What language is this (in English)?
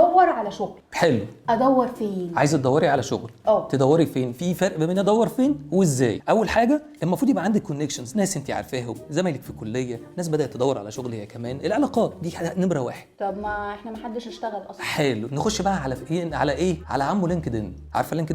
Egyptian Arabic